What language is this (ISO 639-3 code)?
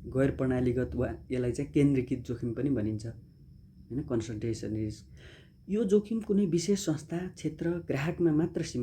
nep